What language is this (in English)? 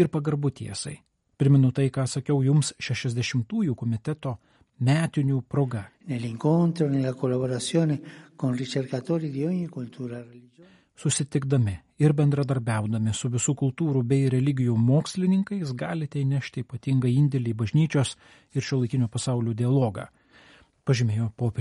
Lithuanian